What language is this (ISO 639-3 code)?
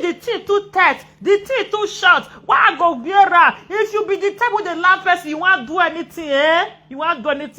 pcm